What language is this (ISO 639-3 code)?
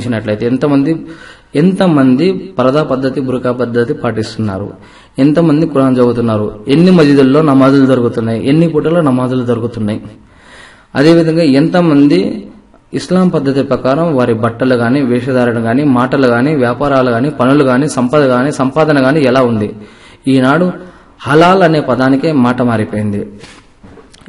tel